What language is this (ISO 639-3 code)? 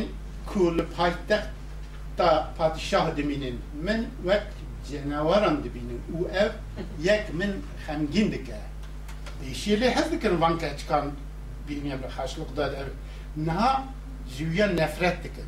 kur